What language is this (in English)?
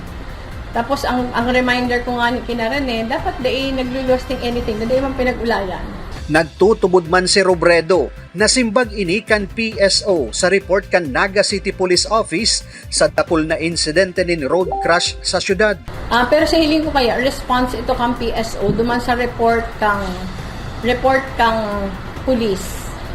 Bikol